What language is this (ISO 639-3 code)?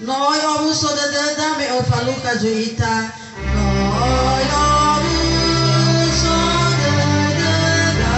nia